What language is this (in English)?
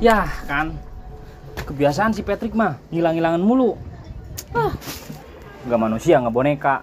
Betawi